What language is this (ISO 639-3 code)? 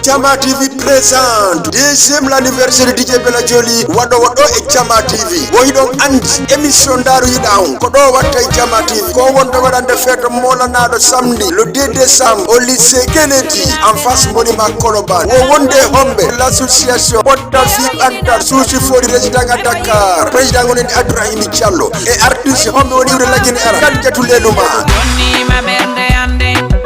ful